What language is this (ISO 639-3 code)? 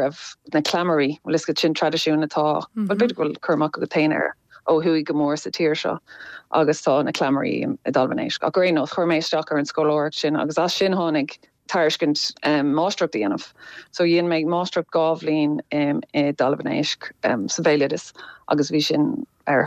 gle